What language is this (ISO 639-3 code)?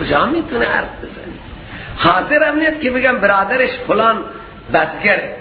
fas